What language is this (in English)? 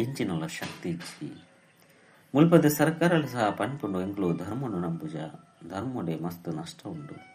Tulu